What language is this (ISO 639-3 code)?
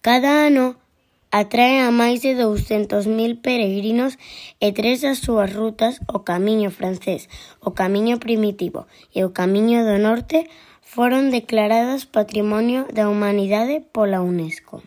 glg